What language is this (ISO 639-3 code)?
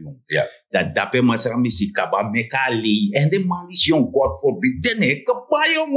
srn